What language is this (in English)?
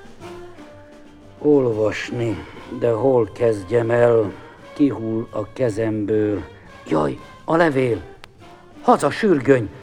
Hungarian